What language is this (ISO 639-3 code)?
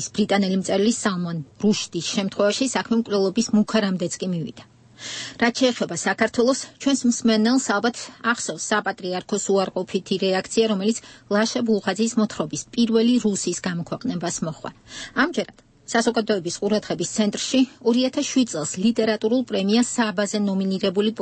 kat